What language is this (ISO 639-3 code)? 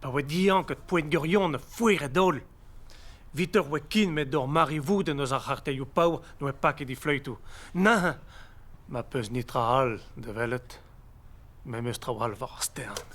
bre